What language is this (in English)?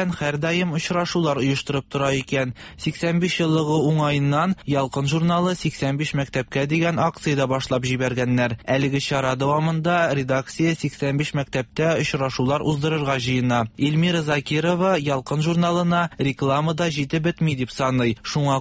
Tatar